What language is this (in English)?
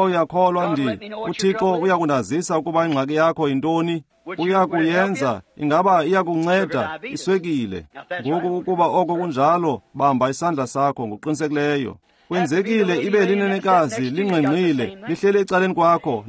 Xhosa